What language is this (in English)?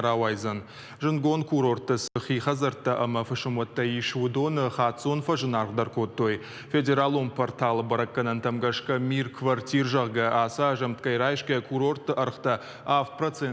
Ossetic